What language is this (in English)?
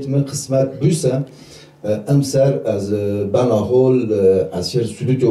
Zaza